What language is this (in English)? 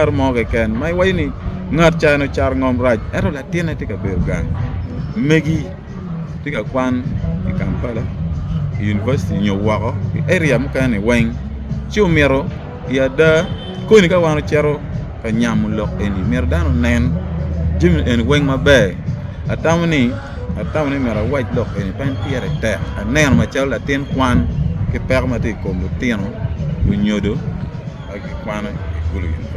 Acoli